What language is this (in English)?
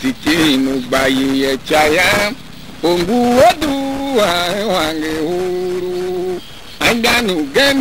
Tiv